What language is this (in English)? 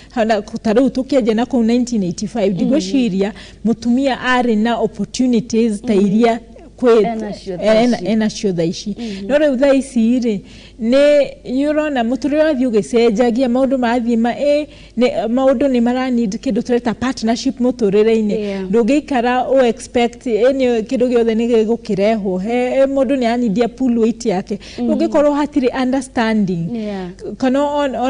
Kikuyu